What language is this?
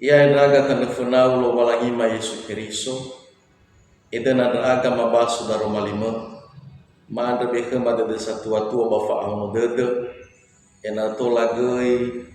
Nias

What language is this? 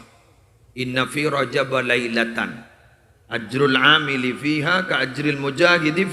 Madurese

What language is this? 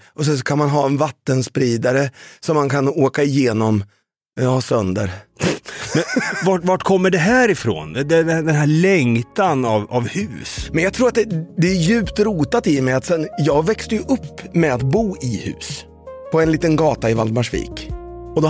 Swedish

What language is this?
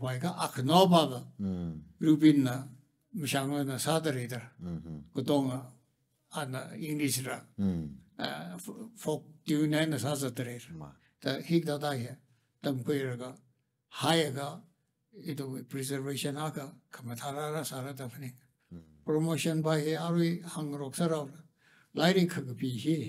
Tangkhul Naga (India)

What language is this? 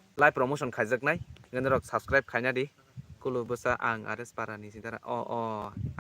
Kok Borok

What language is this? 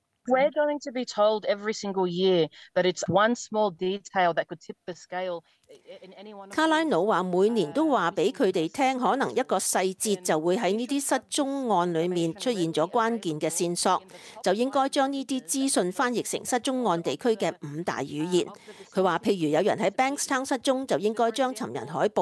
Cantonese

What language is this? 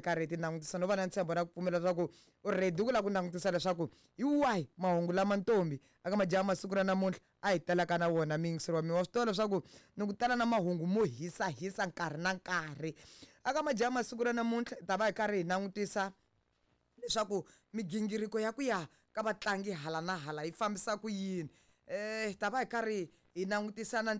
Tsonga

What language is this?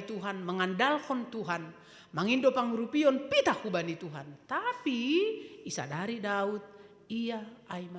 Batak Simalungun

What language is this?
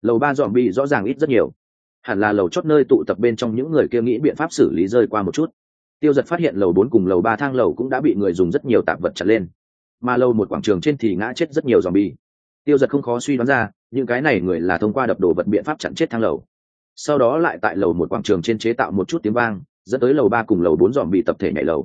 Vietnamese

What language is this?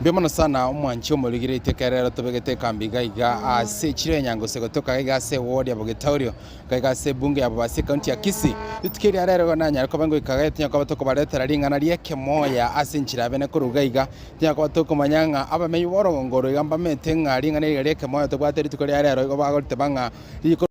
Gusii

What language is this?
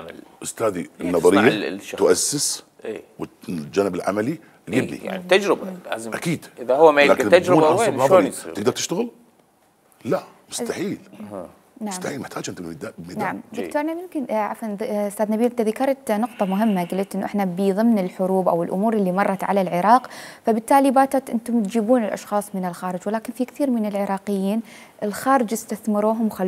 Mesopotamian Arabic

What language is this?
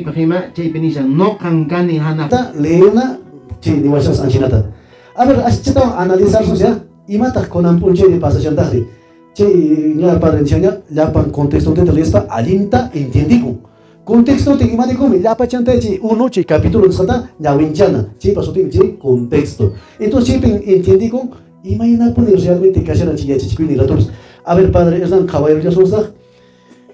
Quechua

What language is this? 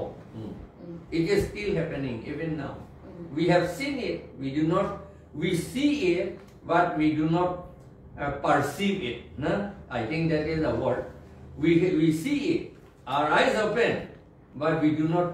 Karbi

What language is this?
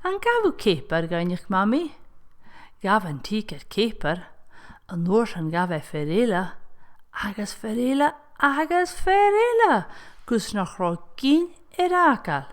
Scottish Gaelic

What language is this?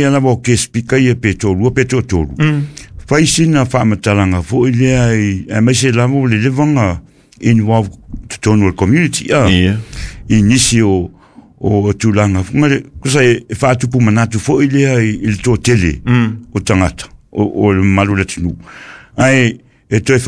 Samoan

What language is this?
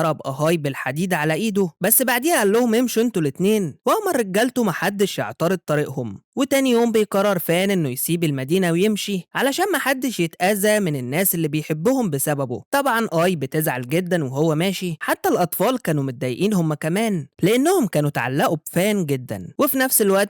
Egyptian Arabic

